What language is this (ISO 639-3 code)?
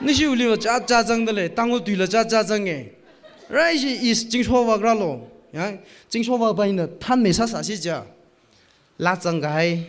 nmf